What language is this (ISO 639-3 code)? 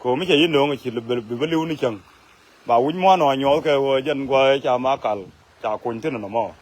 nus